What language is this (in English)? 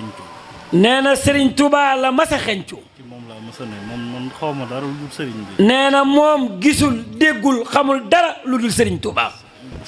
Wolof